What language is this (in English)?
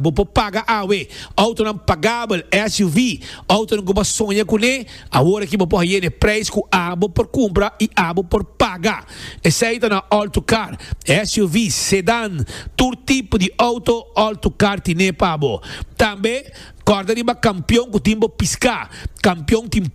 Papiamento